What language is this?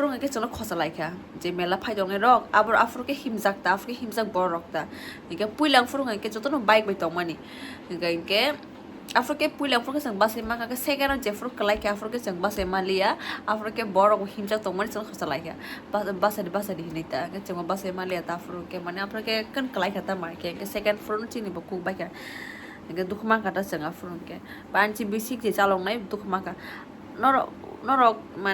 Kok Borok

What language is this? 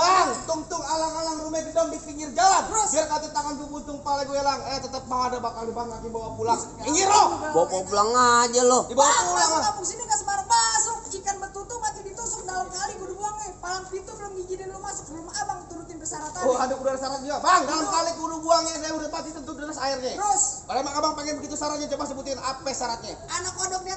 Betawi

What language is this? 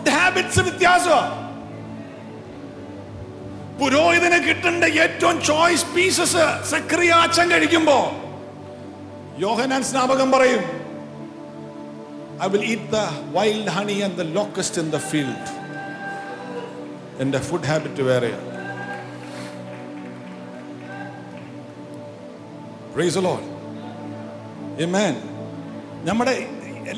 Malayalam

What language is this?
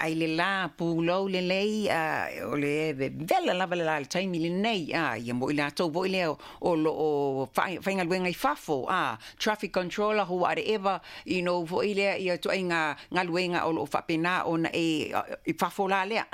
Samoan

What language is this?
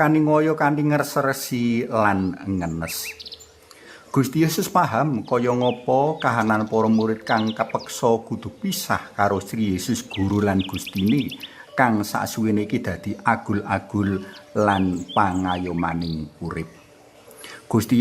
Javanese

